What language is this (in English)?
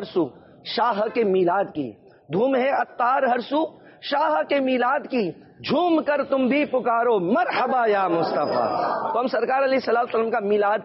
Urdu